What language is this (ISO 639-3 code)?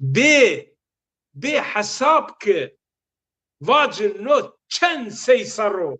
zza